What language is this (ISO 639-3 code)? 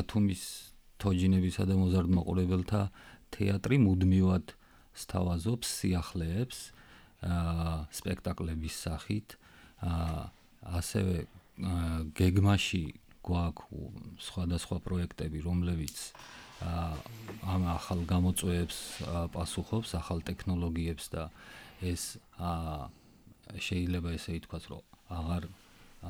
kat